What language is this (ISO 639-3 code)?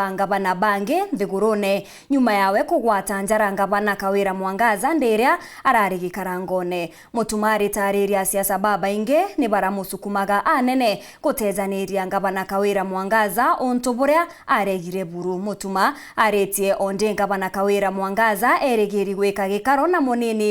mer